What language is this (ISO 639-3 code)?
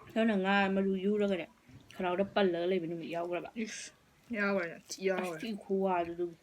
mni